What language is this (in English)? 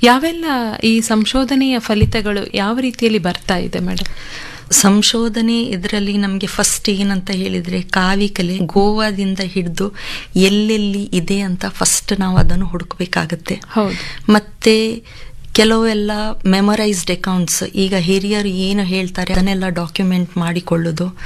Kannada